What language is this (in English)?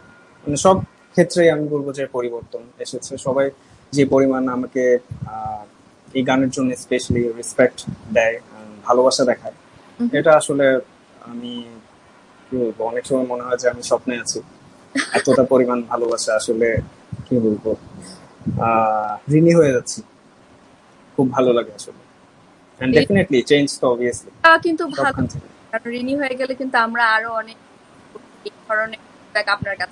Bangla